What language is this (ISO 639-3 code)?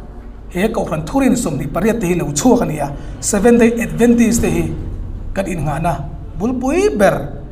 hmr